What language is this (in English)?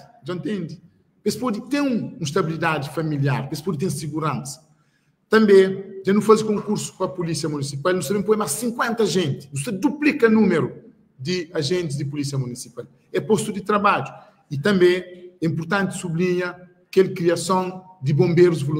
Kabuverdianu